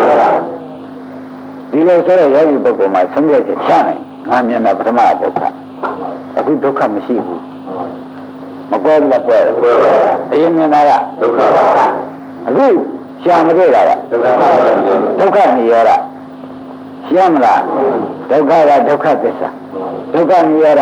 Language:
Burmese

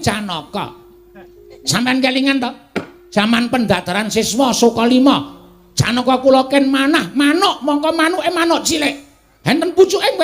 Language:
Javanese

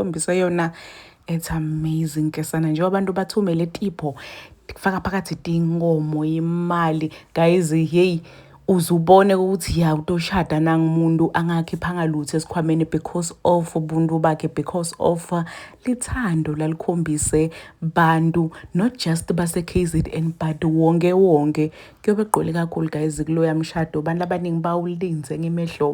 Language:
Zulu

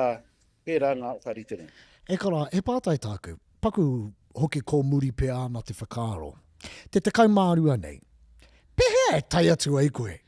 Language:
Māori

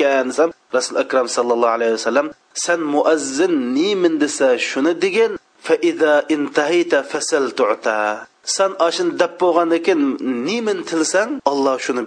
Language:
Uyghur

